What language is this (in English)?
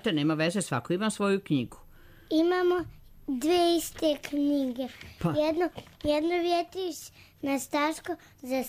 Serbian